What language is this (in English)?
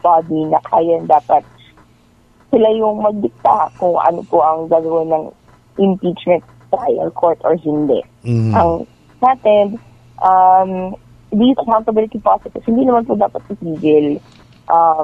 Cebuano